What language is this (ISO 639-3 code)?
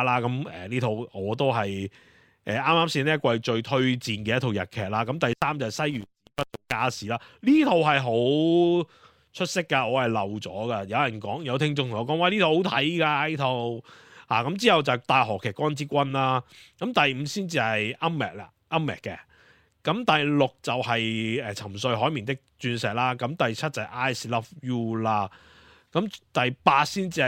yue